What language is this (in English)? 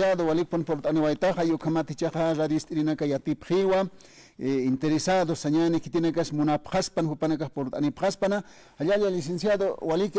Aymara